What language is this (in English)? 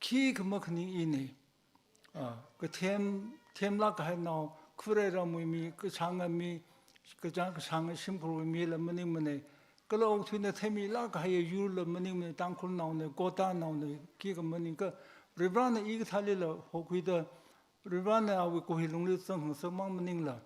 Tangkhul Naga (India)